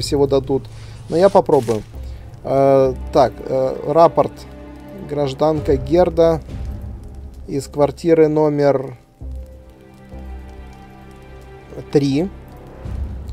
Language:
Russian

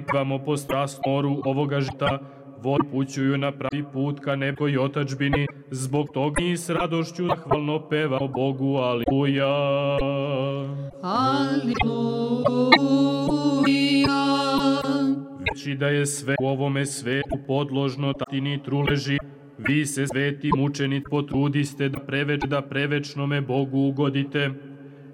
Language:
Serbian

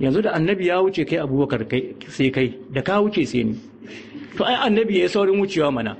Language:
Hausa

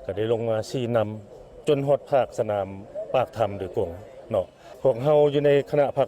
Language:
Lao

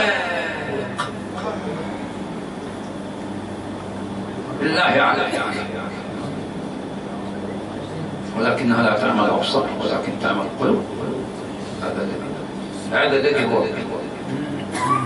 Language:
Arabic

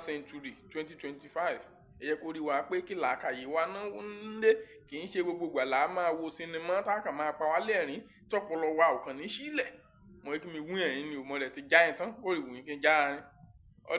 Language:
Yoruba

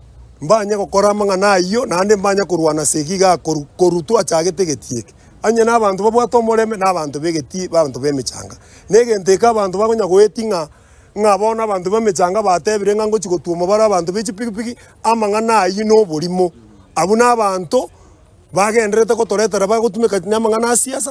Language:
Gusii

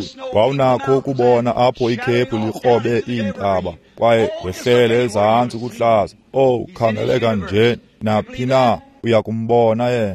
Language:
Xhosa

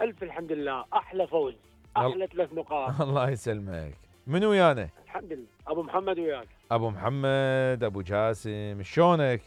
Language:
Mesopotamian Arabic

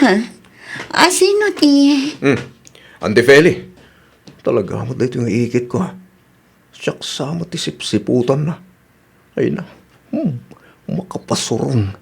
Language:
Iloko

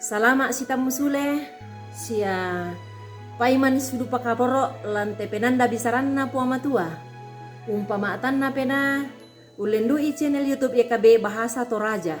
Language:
Toraja-Sa'dan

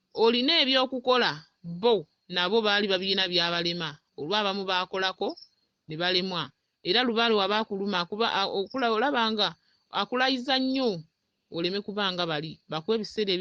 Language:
Ganda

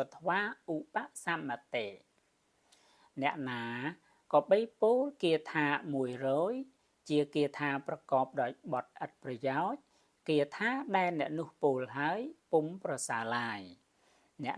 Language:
Khmer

